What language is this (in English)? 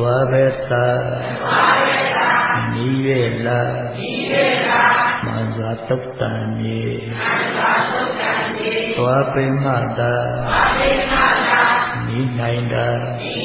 Burmese